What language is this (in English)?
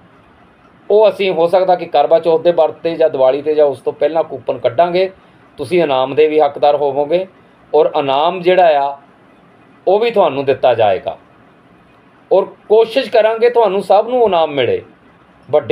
Punjabi